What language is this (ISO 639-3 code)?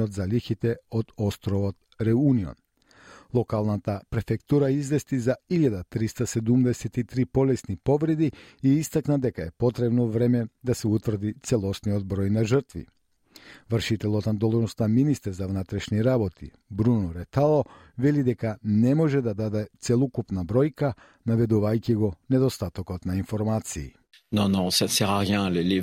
mkd